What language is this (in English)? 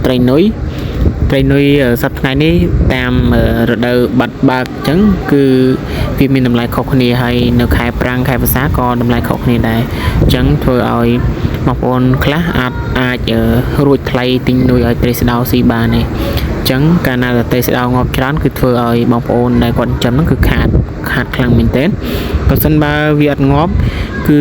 Khmer